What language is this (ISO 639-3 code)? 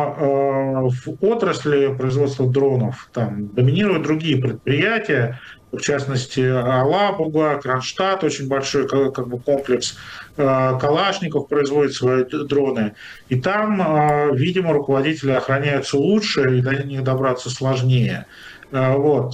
rus